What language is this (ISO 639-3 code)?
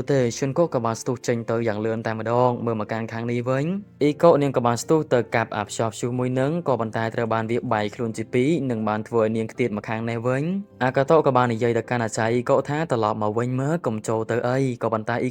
khm